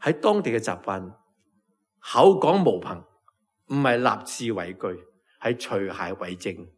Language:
Cantonese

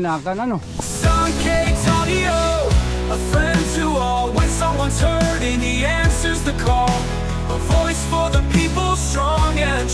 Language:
Waray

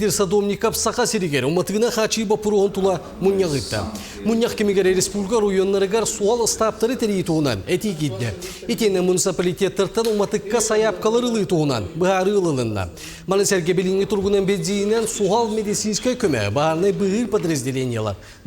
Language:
Yakut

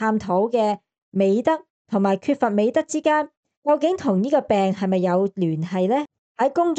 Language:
Cantonese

